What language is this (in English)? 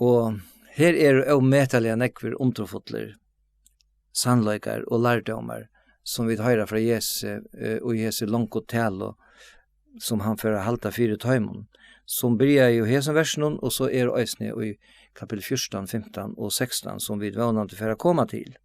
Faroese